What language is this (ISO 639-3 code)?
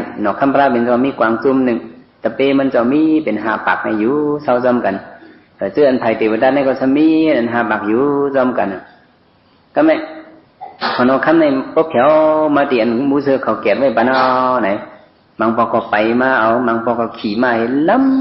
shn